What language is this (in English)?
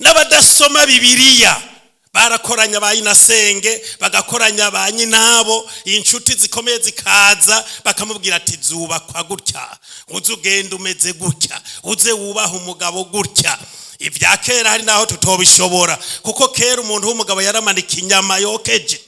Rundi